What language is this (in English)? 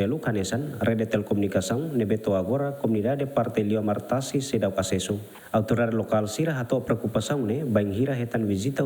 Tetum